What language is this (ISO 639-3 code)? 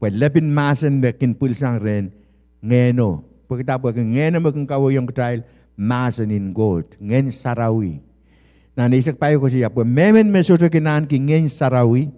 pon